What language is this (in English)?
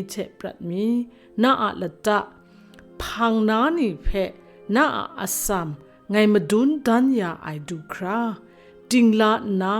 Kachin